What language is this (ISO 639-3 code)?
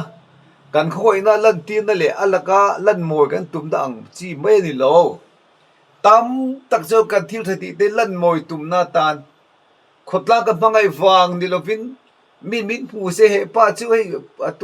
lus